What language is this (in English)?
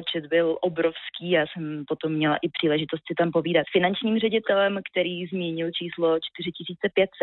Czech